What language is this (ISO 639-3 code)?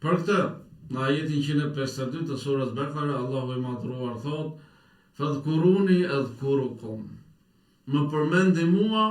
sqi